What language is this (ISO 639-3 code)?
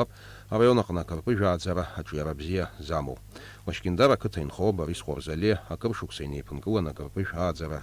abk